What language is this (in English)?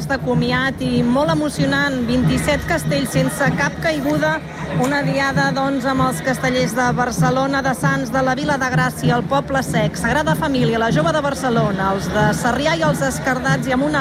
Catalan